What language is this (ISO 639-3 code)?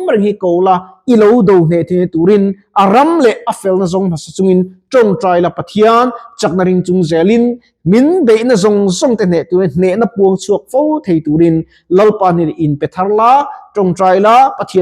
lus